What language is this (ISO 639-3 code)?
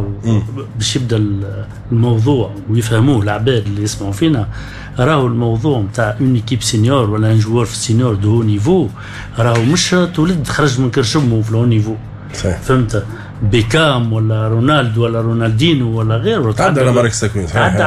aeb